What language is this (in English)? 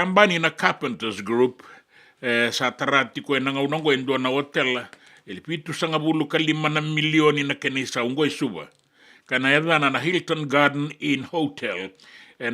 Fijian